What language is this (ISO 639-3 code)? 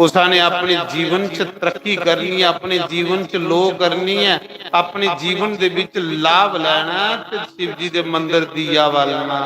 doi